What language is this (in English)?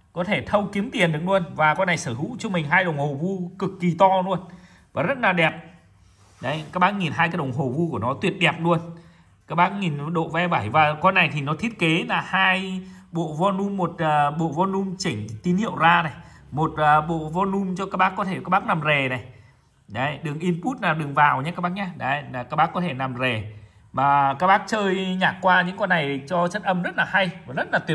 Vietnamese